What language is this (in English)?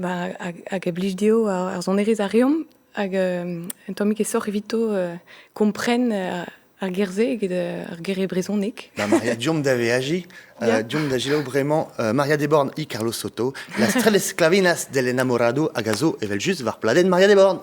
Breton